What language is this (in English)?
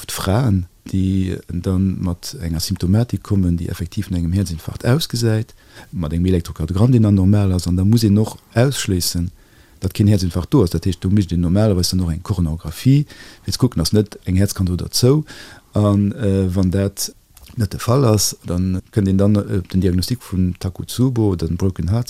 Luxembourgish